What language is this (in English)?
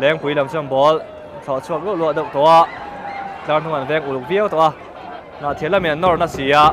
Mizo